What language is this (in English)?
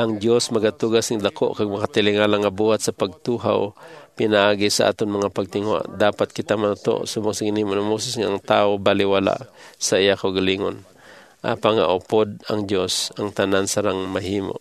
Hiligaynon